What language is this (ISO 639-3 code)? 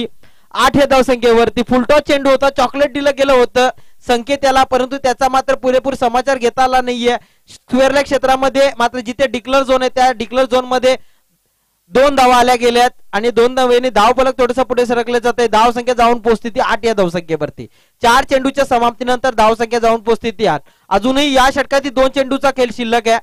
mar